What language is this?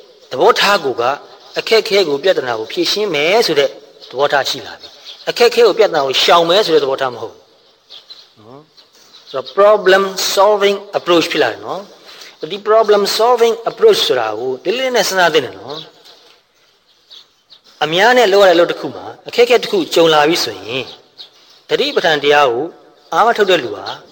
Burmese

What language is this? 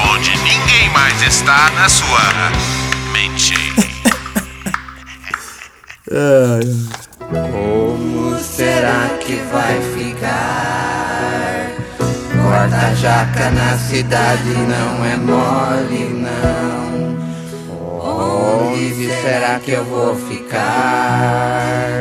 Portuguese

